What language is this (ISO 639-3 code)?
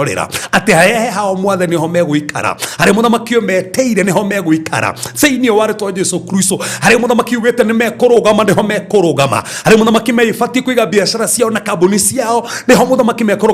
kik